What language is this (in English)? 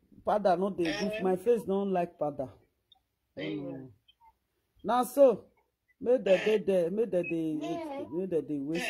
Nigerian Pidgin